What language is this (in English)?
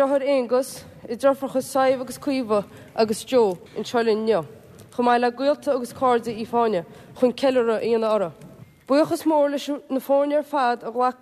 Irish